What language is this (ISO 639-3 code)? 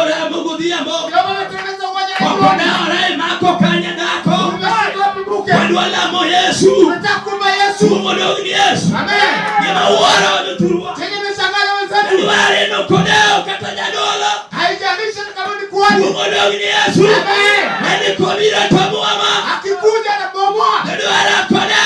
luo